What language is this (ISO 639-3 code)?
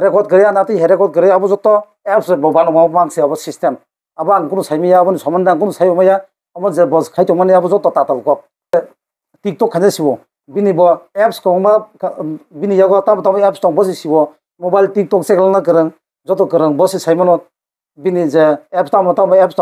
trp